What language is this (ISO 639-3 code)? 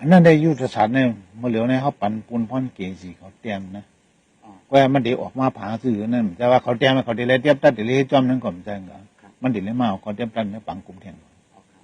shn